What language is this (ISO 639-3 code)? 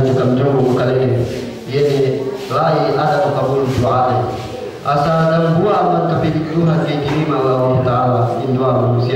yka